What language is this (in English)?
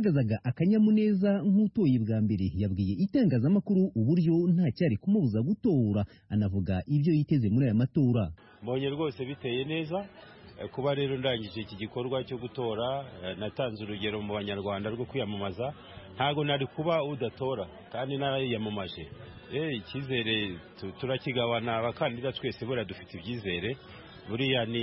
Kinyarwanda